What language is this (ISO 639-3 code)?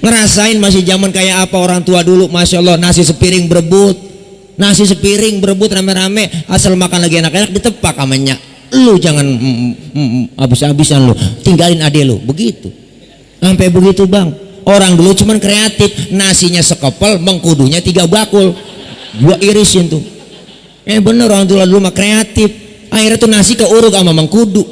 bew